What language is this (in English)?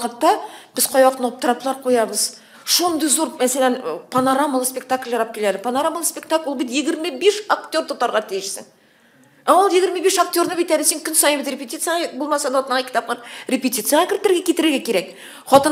Tatar